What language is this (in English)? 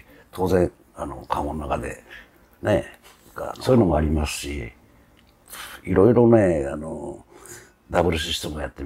Japanese